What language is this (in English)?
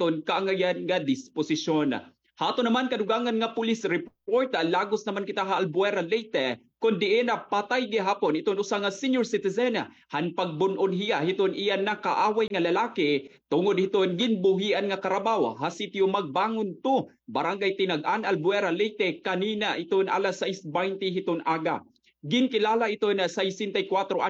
Waray